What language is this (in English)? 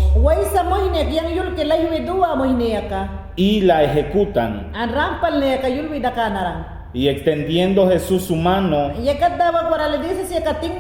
Mayangna